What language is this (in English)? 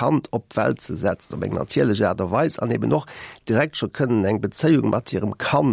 Luxembourgish